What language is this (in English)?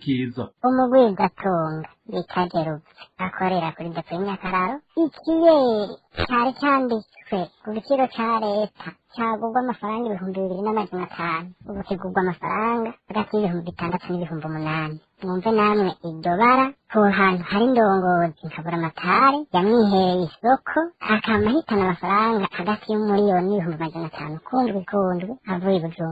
Rundi